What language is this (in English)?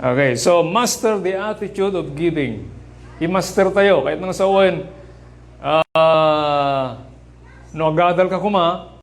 Iloko